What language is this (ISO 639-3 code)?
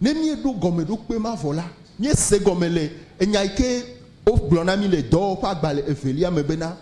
ewe